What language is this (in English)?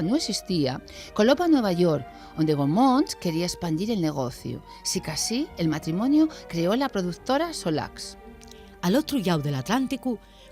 Asturian